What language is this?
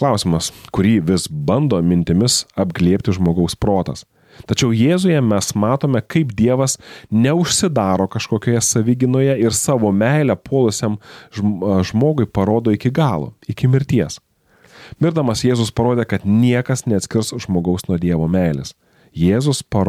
Lithuanian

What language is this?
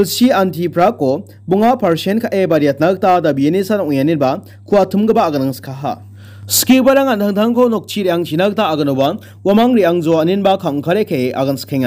Garo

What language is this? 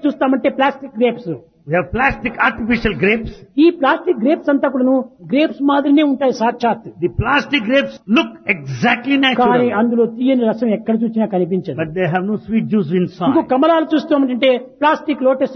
Telugu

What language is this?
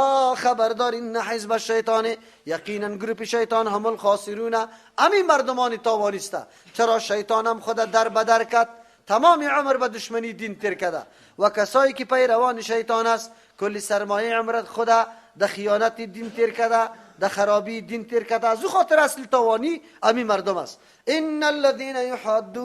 Persian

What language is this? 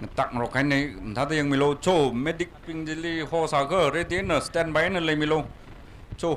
Tangkhul Naga (India)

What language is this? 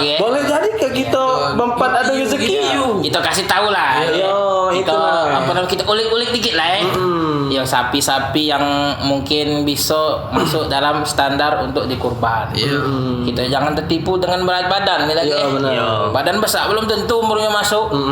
Musi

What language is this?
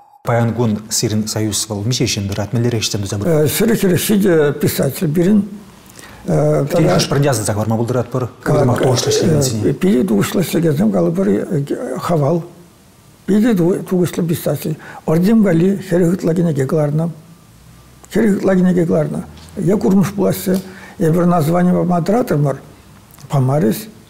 Chuvash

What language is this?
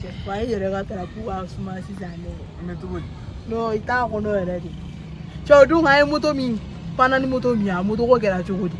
Bambara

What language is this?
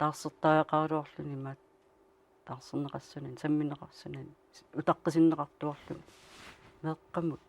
Kalaallisut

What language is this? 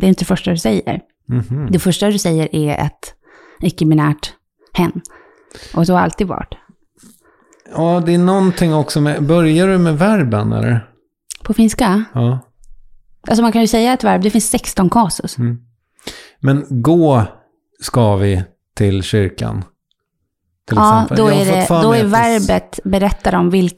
Swedish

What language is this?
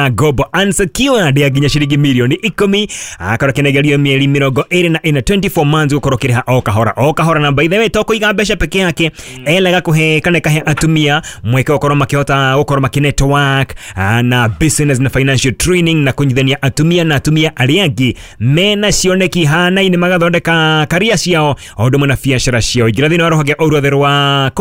Kikuyu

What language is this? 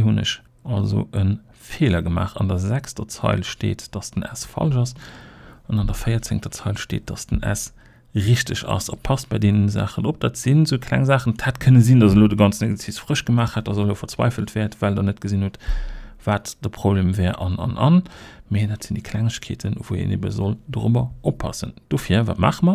Luxembourgish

